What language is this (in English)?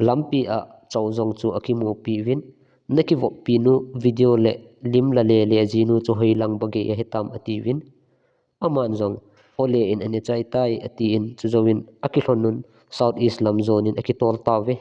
Thado Chin